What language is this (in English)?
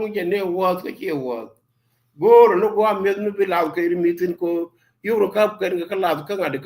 Nuer